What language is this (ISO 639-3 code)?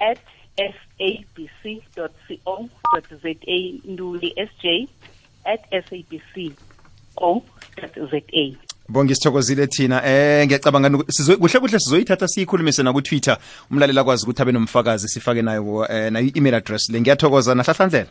nbl